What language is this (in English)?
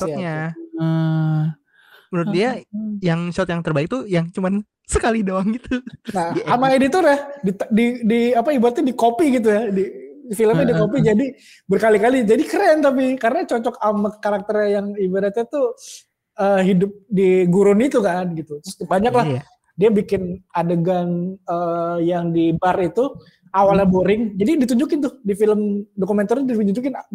Indonesian